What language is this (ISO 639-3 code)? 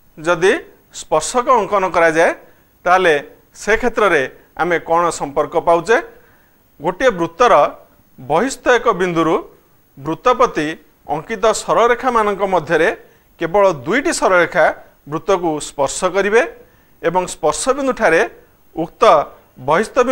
ori